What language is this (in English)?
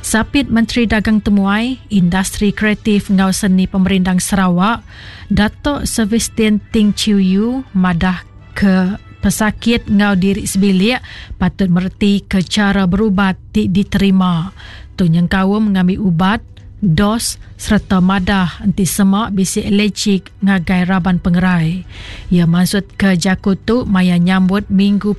Iban